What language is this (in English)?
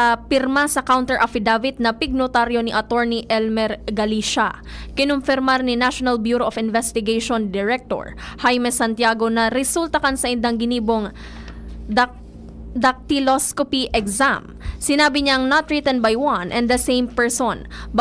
Bikol